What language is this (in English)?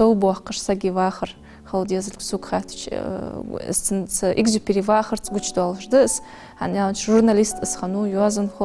Ingush